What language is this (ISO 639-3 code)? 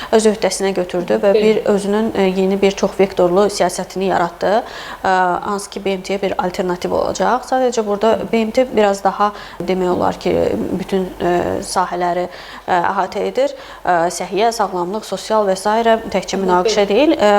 aze